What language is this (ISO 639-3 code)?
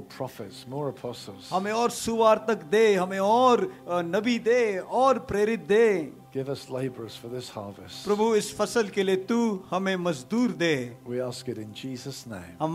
hin